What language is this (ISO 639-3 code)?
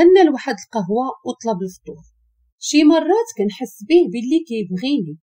ary